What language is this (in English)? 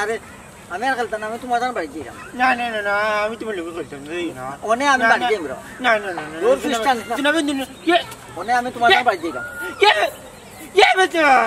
Sylheti